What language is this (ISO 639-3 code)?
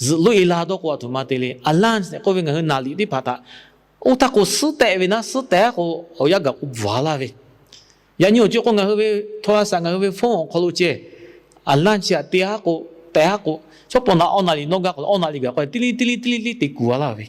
lhu